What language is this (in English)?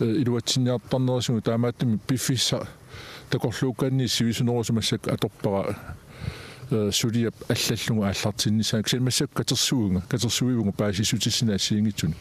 Kalaallisut